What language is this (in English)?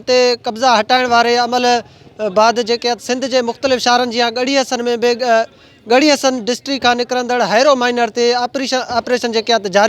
Sindhi